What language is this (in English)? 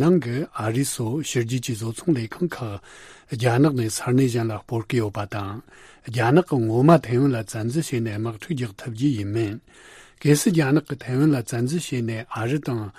Tibetan